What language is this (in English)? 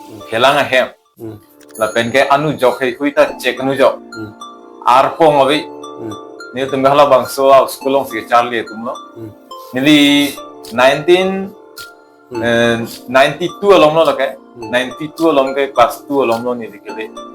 Karbi